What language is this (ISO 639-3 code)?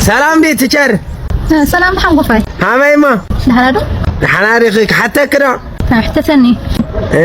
tir